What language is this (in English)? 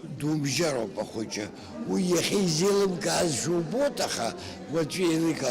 Abkhazian